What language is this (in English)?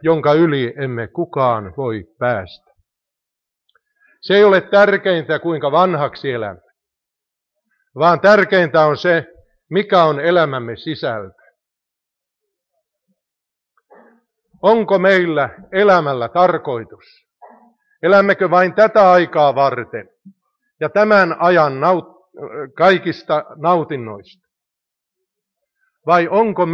Finnish